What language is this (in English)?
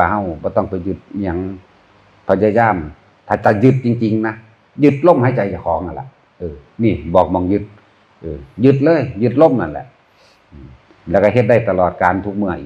Northeastern Thai